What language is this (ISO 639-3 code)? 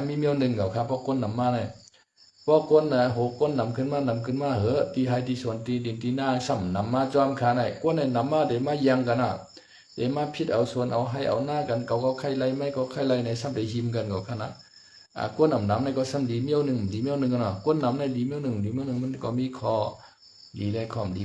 shn